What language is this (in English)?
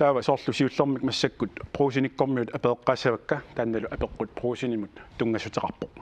Kalaallisut